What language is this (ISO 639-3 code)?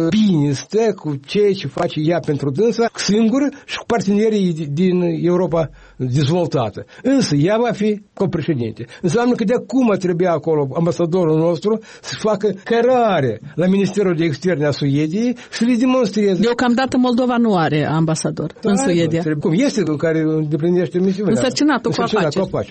ron